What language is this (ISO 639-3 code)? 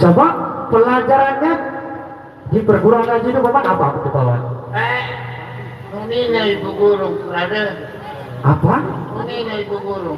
sas